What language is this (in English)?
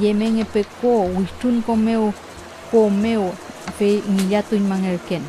Mapuche